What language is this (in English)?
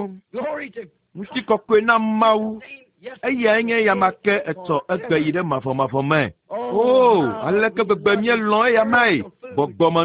Ewe